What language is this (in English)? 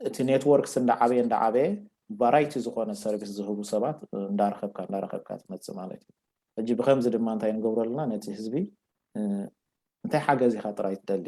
Tigrinya